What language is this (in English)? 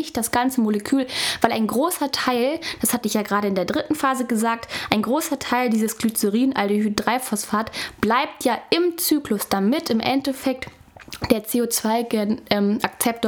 German